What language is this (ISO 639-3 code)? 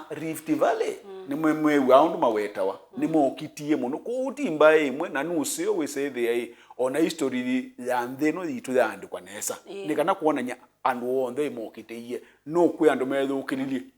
kam